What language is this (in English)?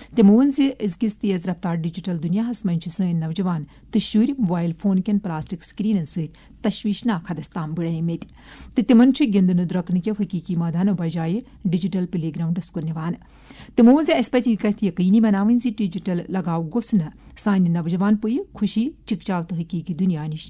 Kashmiri